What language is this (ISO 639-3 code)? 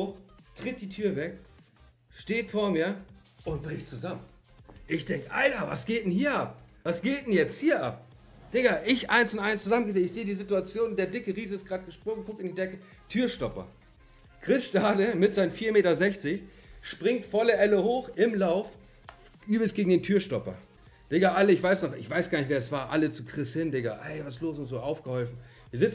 deu